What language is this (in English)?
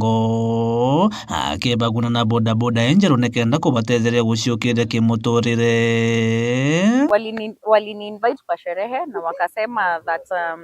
Meru